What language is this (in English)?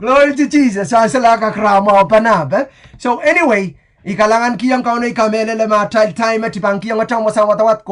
Pohnpeian